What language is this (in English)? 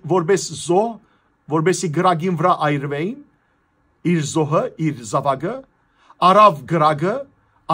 Western Armenian